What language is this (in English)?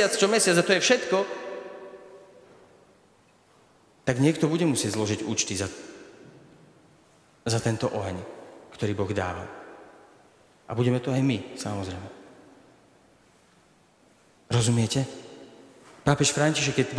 Slovak